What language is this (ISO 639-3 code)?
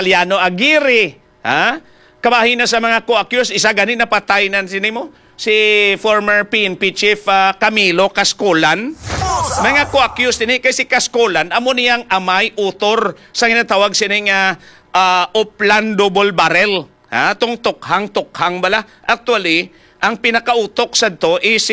hil